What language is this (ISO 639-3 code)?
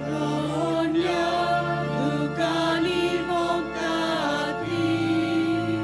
kok